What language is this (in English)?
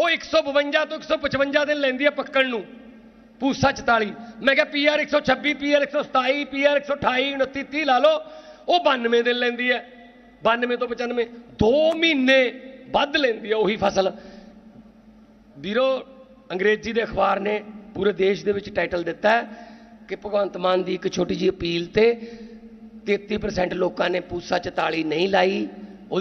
Punjabi